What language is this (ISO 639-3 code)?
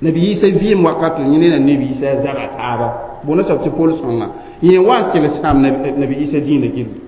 mos